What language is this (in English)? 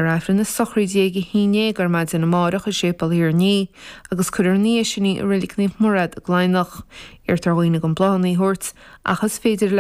Irish